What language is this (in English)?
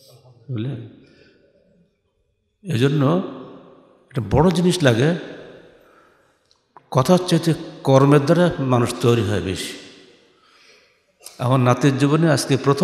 Bangla